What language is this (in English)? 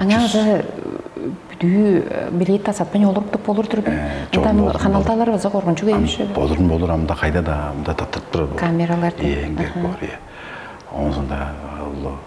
Tuvinian